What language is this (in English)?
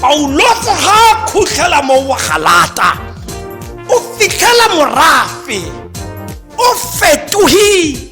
Tswana